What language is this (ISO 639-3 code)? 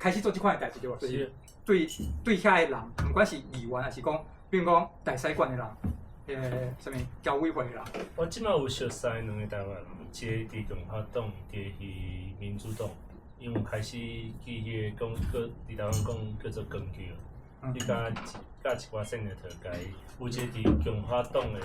nan